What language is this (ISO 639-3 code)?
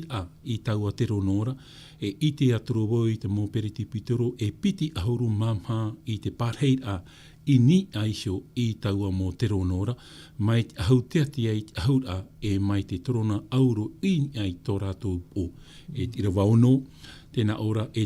tah